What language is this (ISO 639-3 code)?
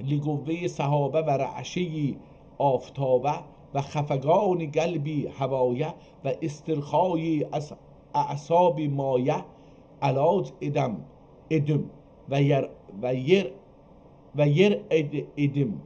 azb